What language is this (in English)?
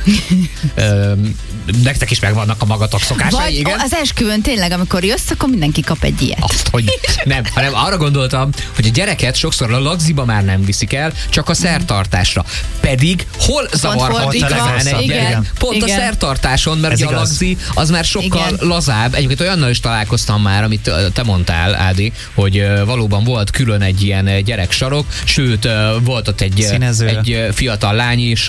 Hungarian